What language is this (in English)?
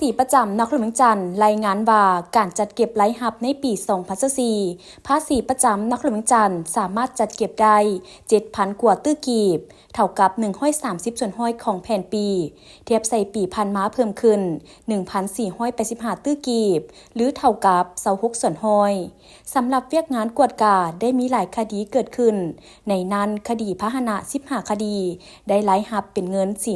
Lao